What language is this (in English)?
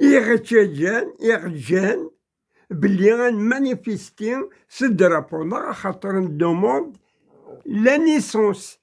Kabyle